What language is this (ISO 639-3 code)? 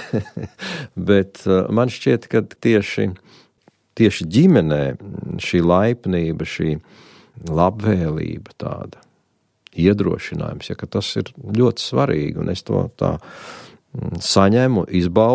lav